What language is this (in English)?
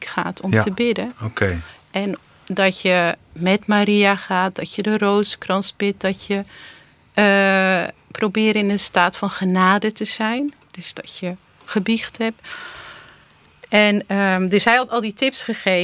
Dutch